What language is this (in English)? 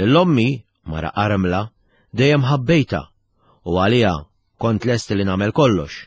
Maltese